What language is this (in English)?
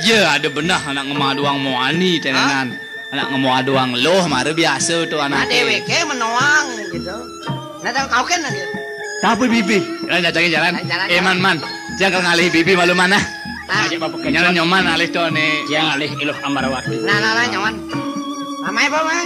Balinese